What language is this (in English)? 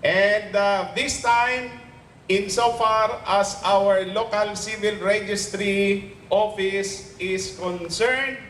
Bikol